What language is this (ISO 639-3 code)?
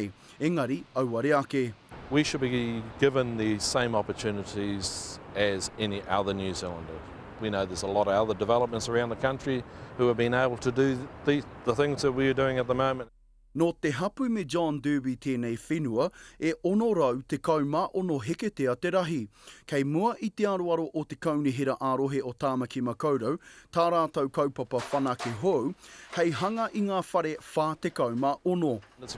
mri